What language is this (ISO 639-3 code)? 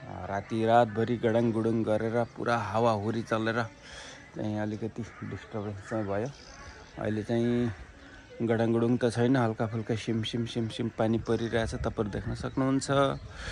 nep